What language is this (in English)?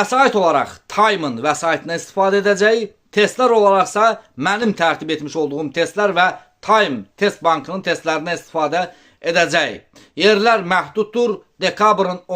Azerbaijani